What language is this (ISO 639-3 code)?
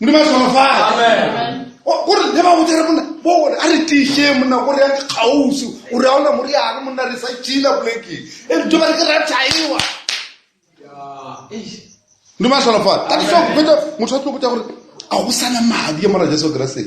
nso